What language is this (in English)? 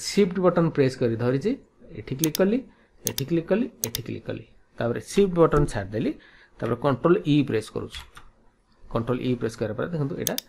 Odia